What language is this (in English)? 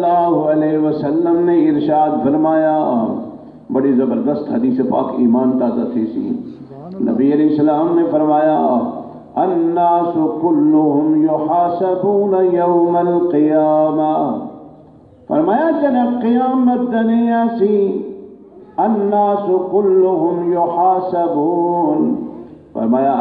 Saraiki